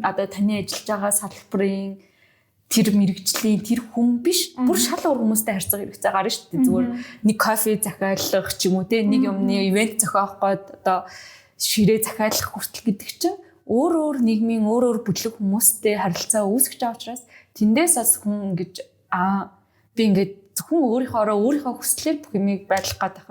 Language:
Mongolian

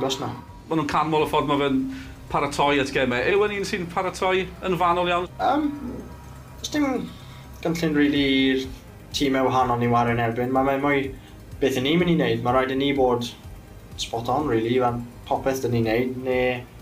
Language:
Welsh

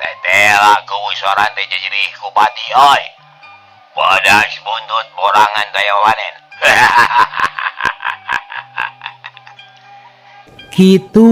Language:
Sundanese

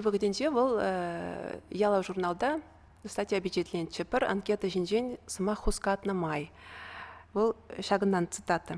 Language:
Chuvash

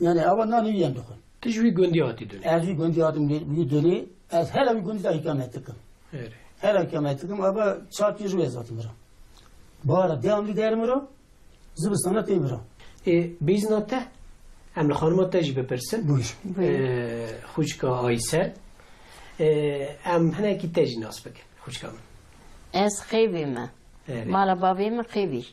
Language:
Kurdish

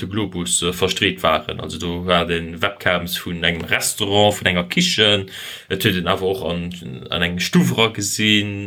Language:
Luxembourgish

